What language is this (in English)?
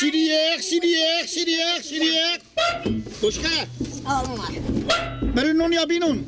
Persian